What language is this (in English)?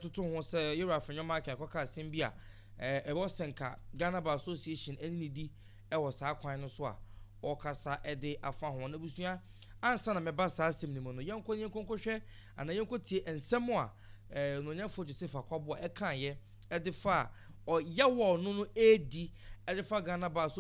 Akan